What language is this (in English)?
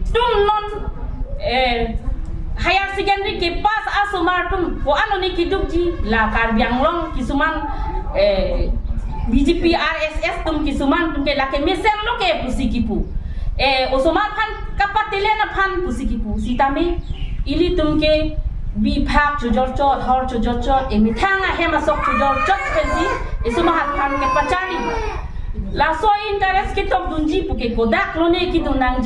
Karbi